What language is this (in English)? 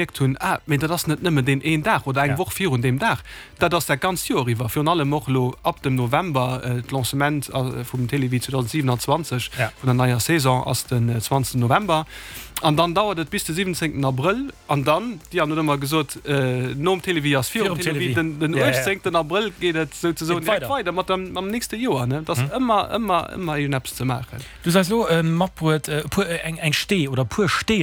Luxembourgish